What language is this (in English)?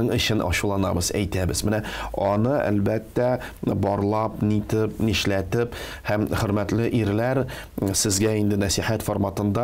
Tatar